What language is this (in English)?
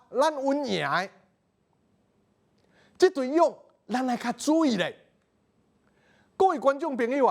Min Nan Chinese